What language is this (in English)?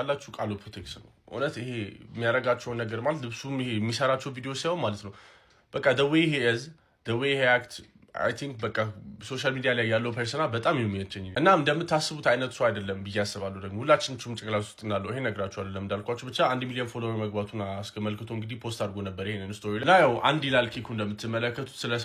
Amharic